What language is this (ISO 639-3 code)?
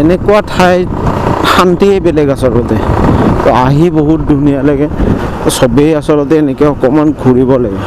asm